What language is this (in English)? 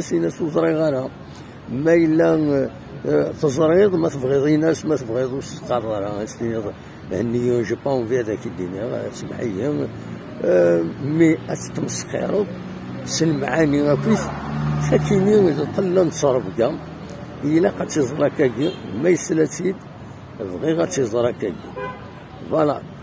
Kabyle